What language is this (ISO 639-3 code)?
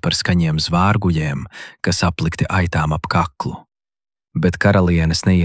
lav